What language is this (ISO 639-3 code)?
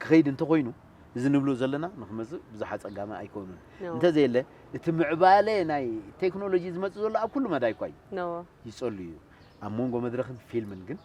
tir